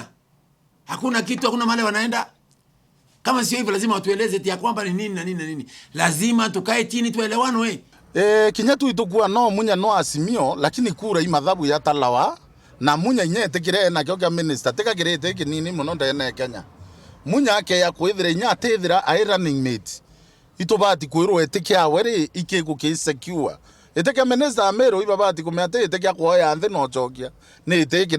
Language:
Meru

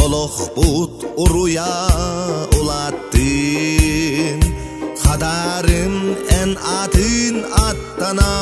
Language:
Yakut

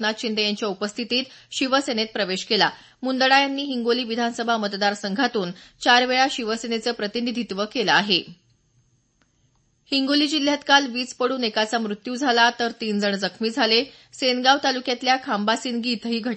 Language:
Marathi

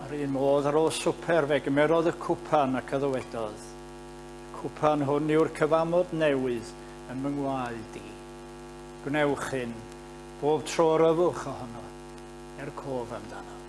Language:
Welsh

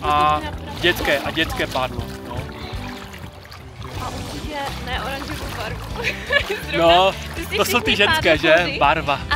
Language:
Czech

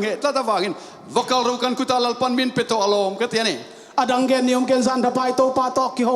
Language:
Tedim Chin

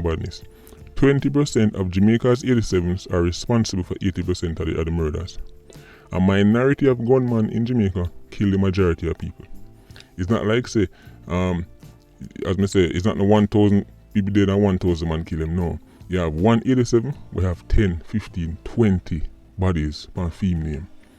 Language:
Jamaican Creole English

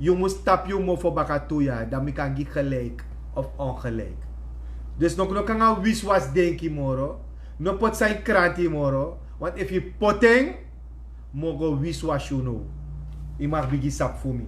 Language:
Sranan Tongo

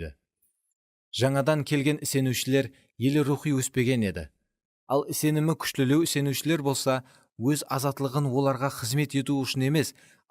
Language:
Kara-Kalpak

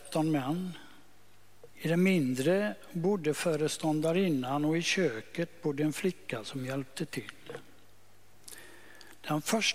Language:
Swedish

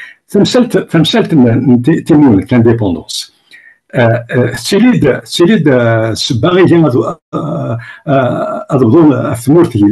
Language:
Kabyle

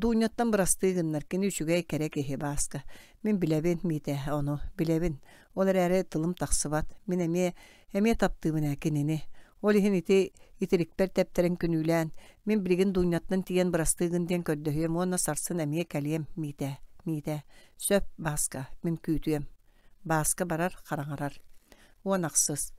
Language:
Yakut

